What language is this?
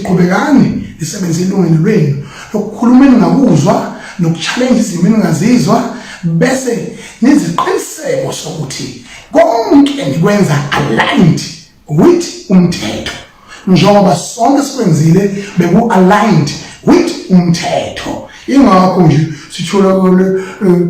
Zulu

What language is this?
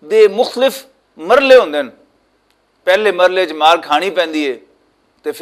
Western Panjabi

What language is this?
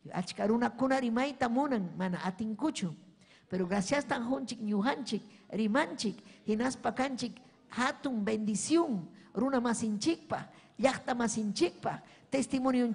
Ayacucho Quechua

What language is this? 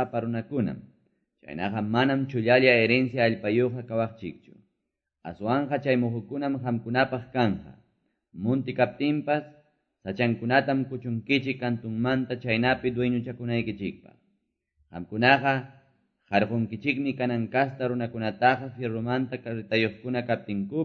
Quechua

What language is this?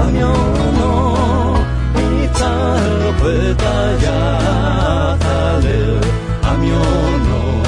Akha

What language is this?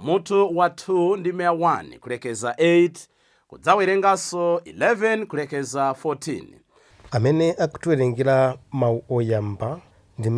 Nyanja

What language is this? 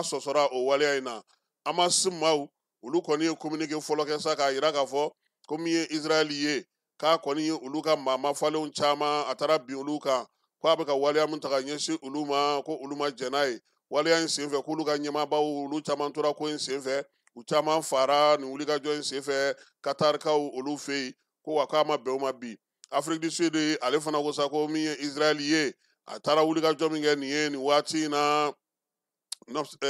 Bambara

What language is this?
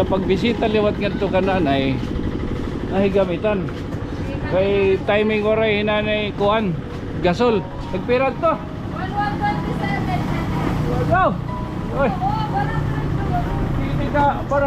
Waray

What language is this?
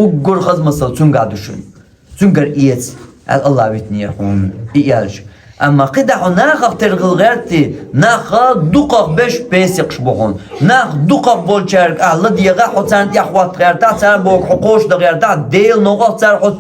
Chechen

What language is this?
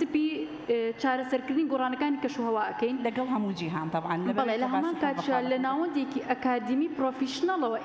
Central Kurdish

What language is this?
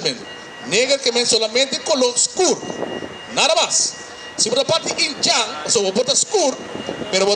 Papiamento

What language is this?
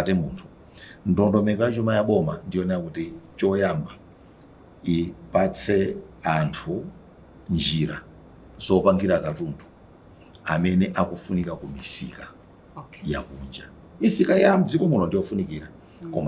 Nyanja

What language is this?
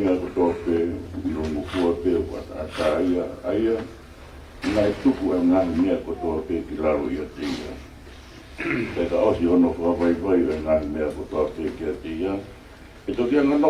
Tongan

